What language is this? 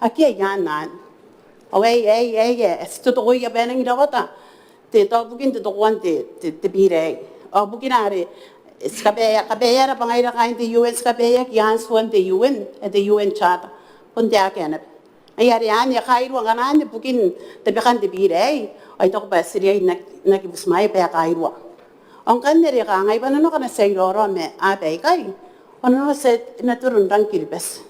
Gilbertese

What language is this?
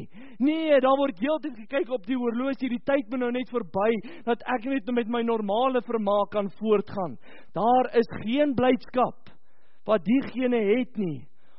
Afrikaans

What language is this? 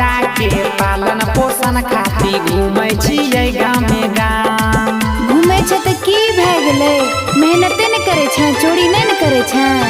Maithili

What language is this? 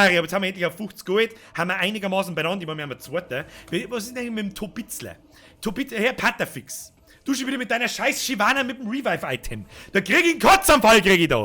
Bavarian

